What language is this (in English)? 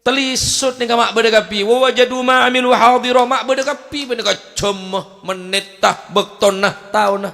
Madurese